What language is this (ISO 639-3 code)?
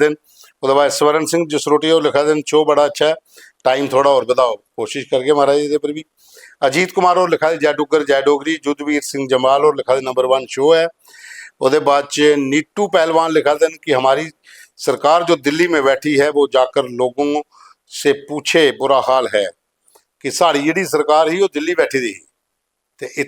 doi